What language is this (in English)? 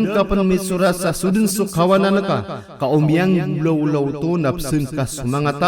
Maranao